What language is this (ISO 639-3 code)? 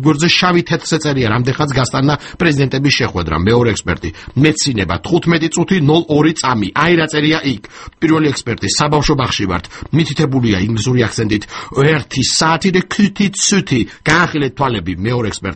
kat